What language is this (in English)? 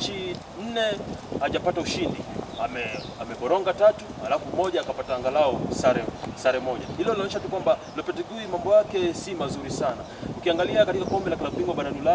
Swahili